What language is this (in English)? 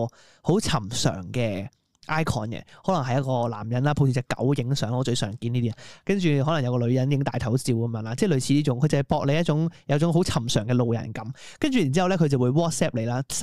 Cantonese